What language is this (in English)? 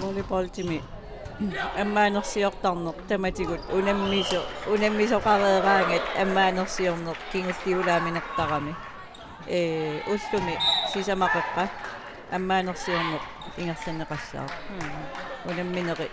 Kalaallisut